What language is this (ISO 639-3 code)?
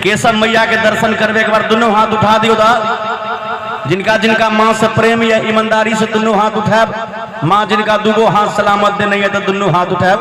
mai